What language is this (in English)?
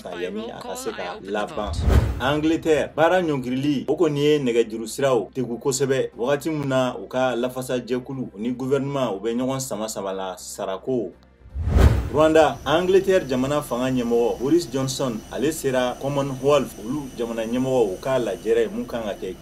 Bambara